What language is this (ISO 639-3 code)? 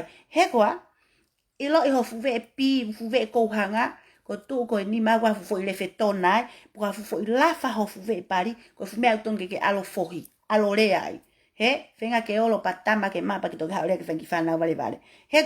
ton